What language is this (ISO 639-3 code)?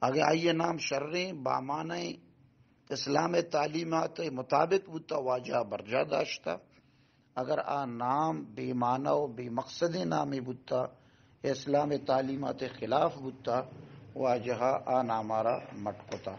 bal